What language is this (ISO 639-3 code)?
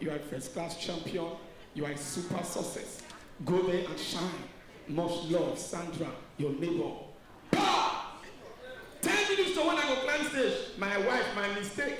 pcm